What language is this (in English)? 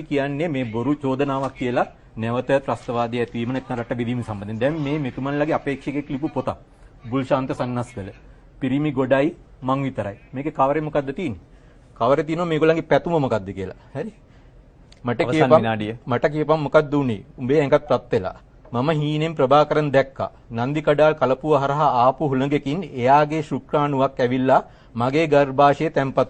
Sinhala